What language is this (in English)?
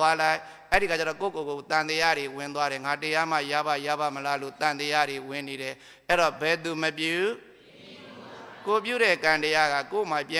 Burmese